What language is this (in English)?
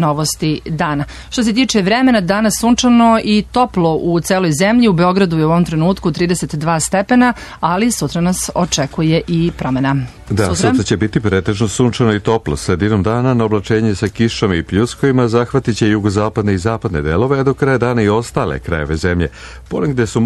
Serbian